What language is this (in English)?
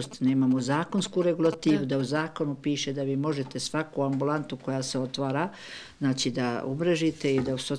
Bosnian